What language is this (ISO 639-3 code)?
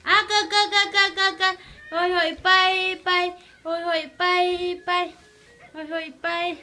ctd